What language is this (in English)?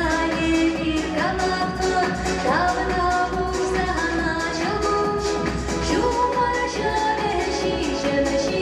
Chuvash